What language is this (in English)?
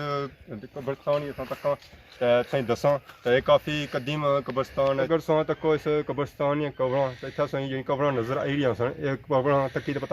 Pahari-Potwari